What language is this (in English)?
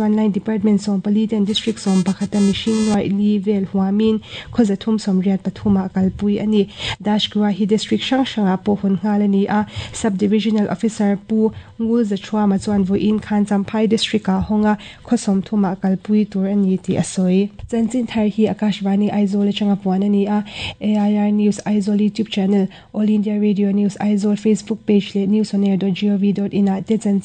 Mizo